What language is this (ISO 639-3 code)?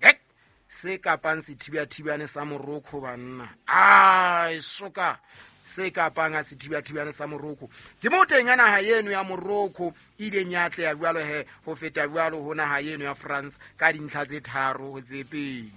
sot